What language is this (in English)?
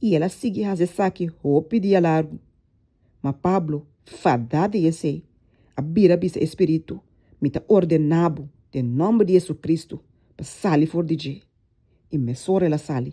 Papiamento